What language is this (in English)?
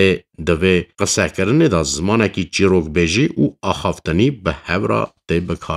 Kurdish